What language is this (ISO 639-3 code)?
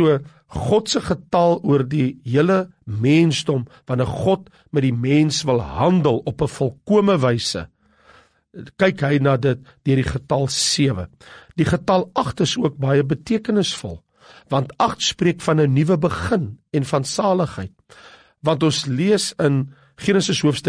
afr